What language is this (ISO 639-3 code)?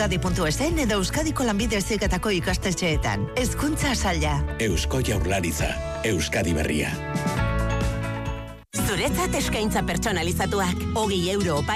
eus